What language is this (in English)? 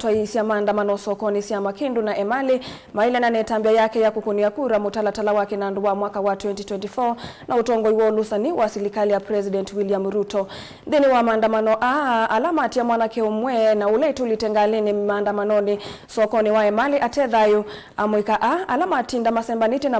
Kamba